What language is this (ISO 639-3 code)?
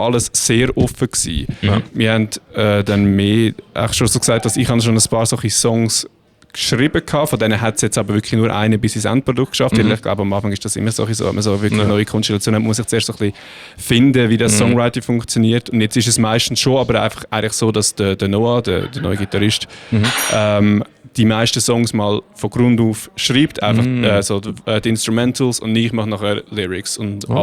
gsw